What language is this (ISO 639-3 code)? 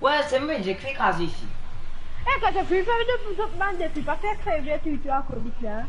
mfe